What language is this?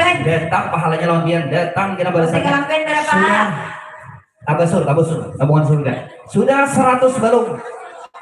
Banjar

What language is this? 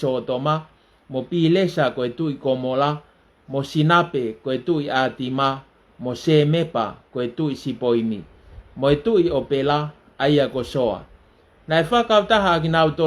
Tongan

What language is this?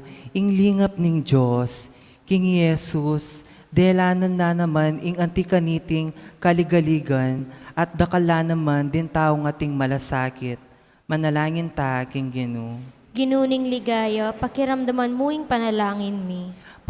Pampanga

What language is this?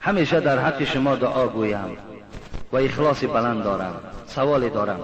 Tajik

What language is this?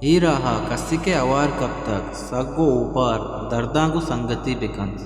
Eastern Balochi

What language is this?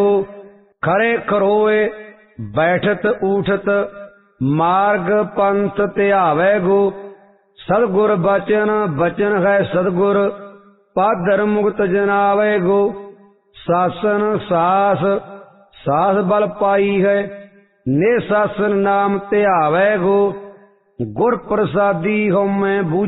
Punjabi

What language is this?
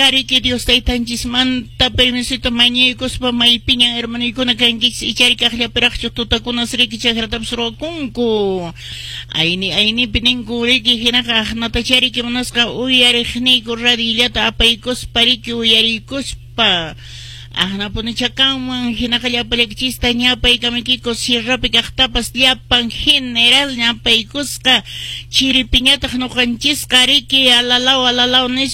Quechua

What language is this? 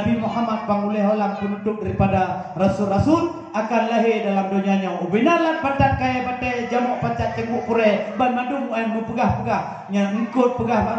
Achinese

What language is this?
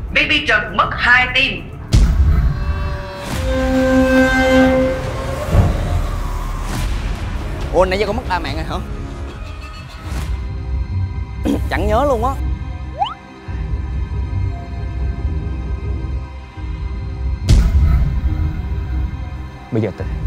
Vietnamese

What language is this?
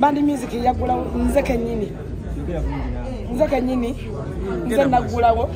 Ganda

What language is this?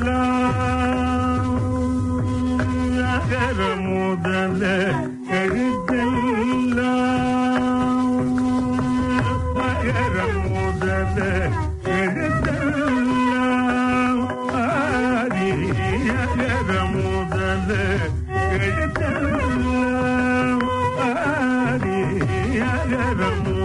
Tamil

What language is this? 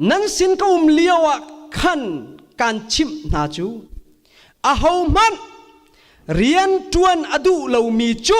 Hakha Chin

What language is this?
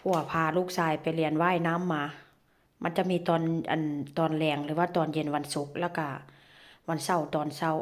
Northeastern Thai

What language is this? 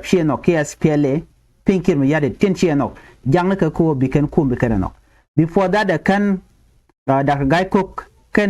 Nuer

